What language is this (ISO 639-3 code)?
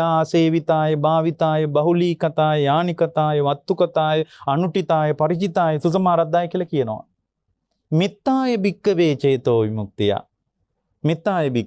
sin